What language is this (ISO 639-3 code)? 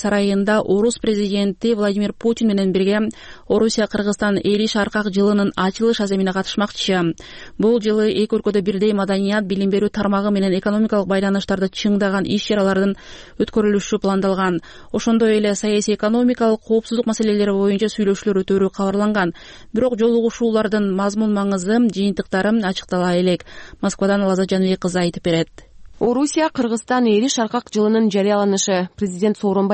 kir